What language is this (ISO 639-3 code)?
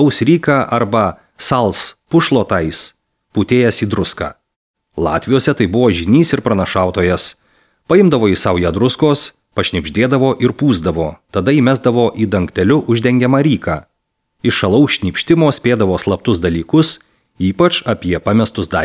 lit